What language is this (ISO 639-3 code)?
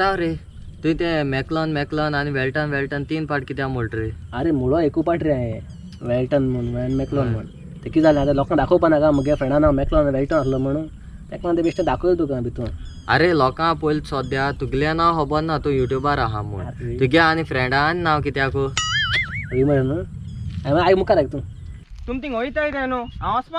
kok